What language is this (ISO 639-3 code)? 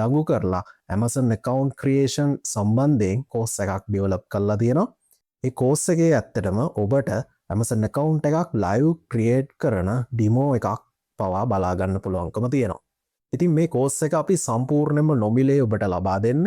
sin